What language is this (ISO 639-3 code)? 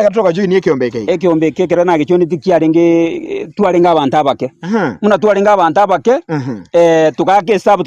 guz